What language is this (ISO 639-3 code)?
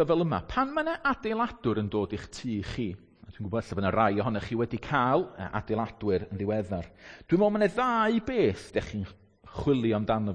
cym